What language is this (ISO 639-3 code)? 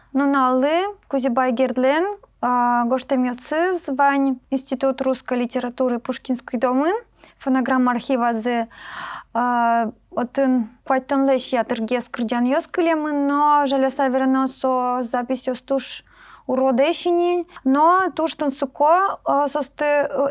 udm